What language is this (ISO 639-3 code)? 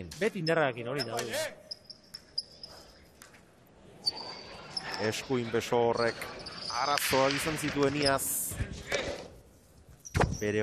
eus